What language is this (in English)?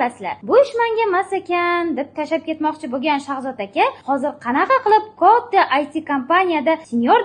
Uzbek